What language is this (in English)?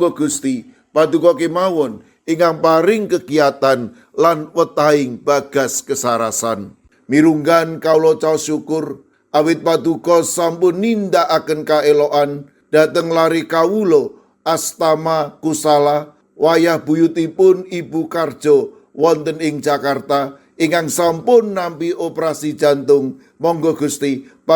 Javanese